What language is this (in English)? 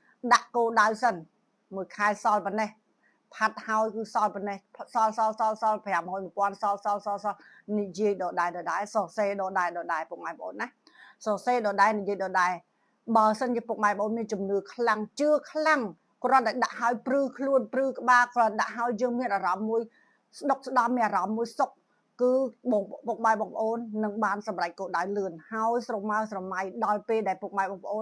Khmer